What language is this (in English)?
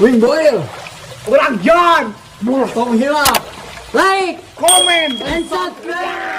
Sundanese